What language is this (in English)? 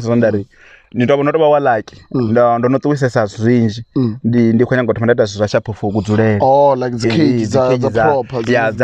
Venda